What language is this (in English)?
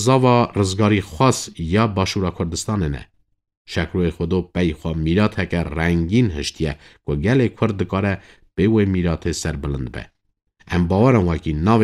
Kurdish